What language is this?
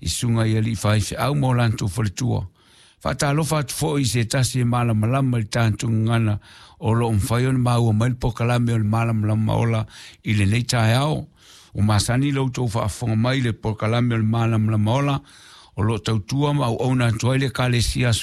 Samoan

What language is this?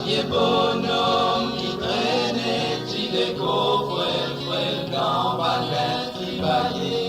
Morisyen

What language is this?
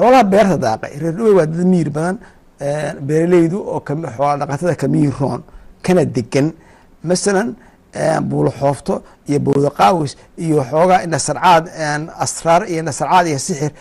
Somali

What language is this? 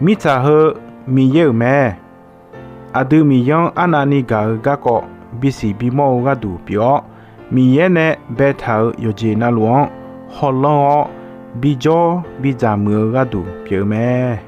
Akha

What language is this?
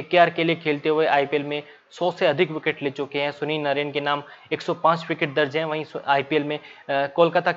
Hindi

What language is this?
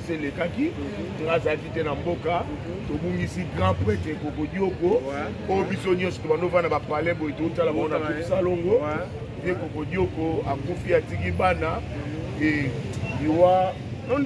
Lingala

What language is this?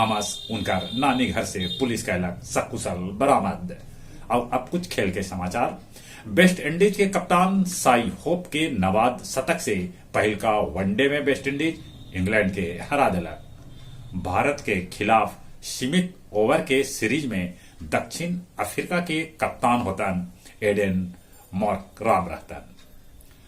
Magahi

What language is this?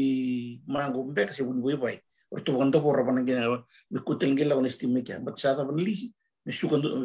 Fijian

